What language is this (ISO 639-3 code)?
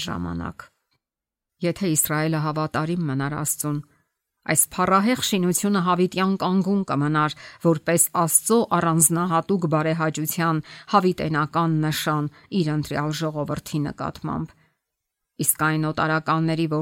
hye